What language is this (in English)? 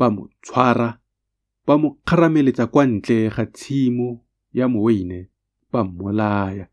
Tswana